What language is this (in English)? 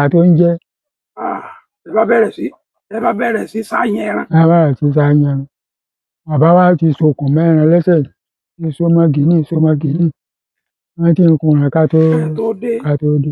Yoruba